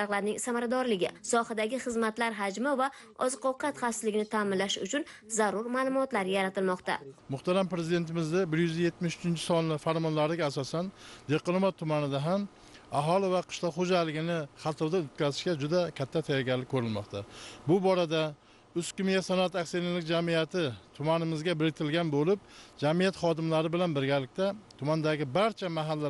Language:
Uzbek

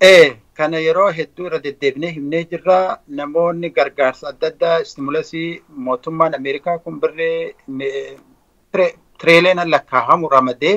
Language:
Oromo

